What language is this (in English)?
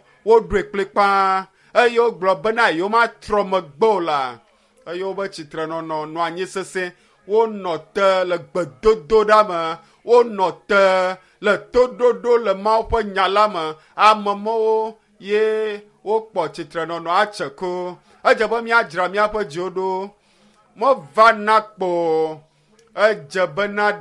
Ewe